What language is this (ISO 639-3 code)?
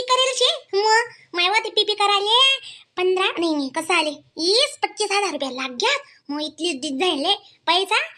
khn